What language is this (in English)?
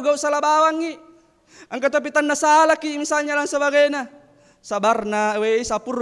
Buginese